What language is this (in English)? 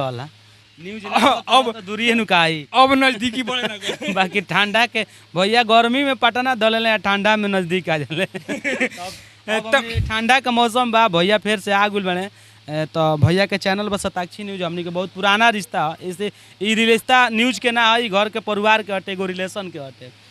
Bhojpuri